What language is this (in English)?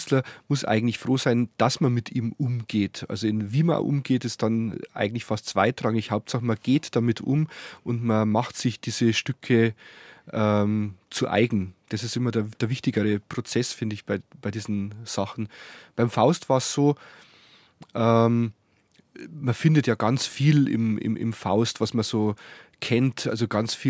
German